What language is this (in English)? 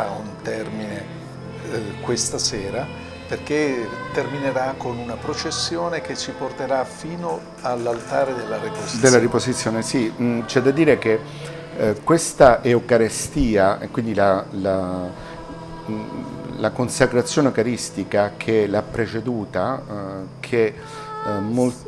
Italian